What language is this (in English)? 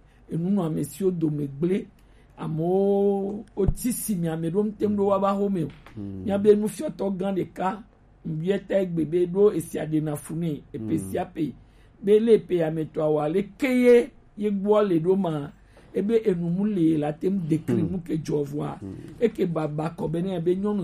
Gen